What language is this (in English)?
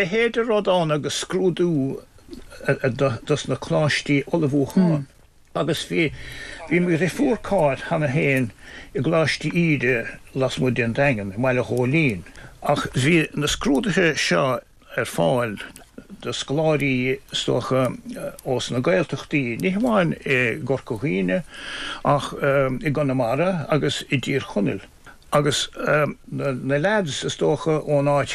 Irish